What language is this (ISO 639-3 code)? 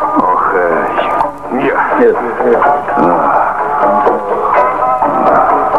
fas